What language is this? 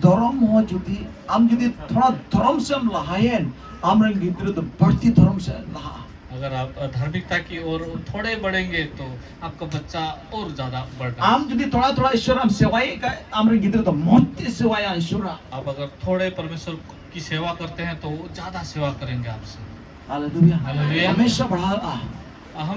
Santali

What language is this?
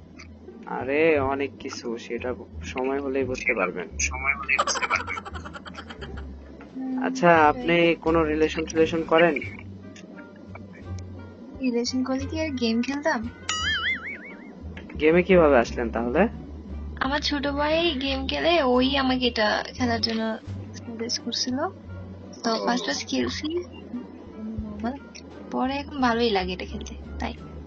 Bangla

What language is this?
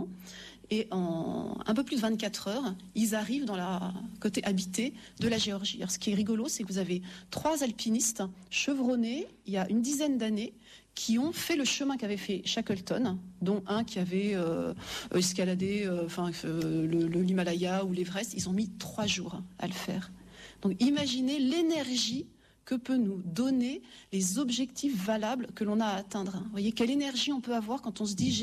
French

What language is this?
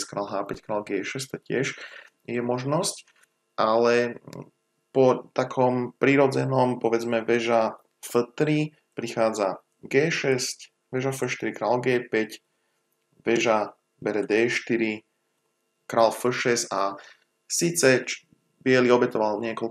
Slovak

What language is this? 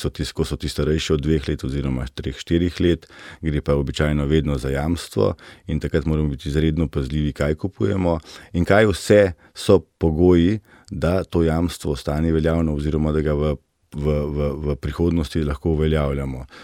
Slovenian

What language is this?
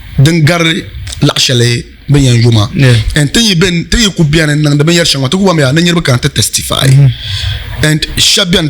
Dagbani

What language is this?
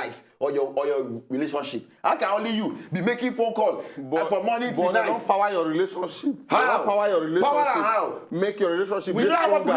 Nigerian Pidgin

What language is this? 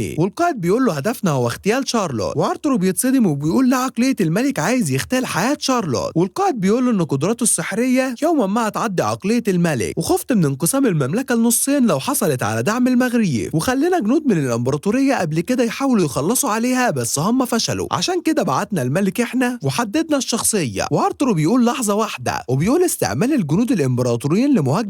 Egyptian Arabic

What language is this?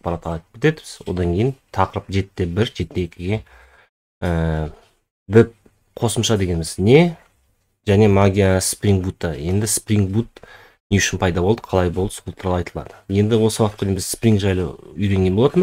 Kazakh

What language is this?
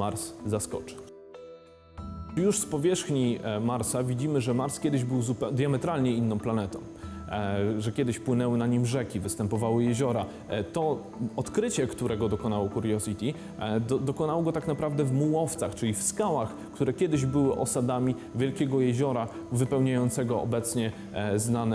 Polish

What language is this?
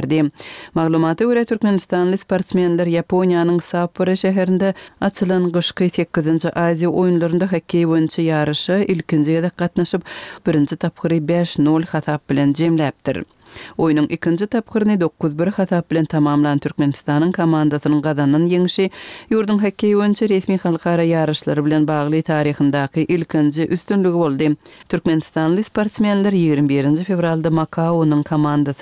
Kyrgyz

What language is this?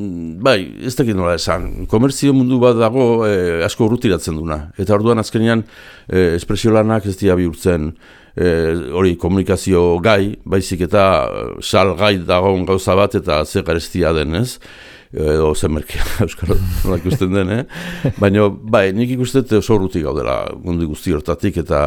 Basque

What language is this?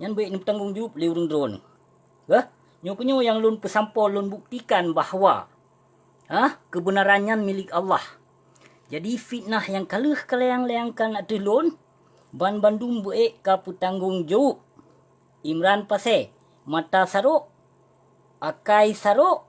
Achinese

